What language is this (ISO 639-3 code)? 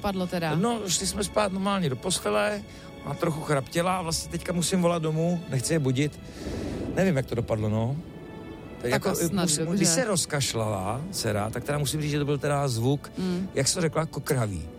ces